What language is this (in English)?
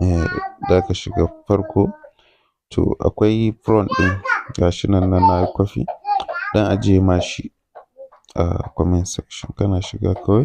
Hausa